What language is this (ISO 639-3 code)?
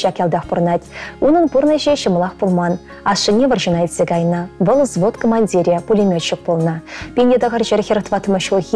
chv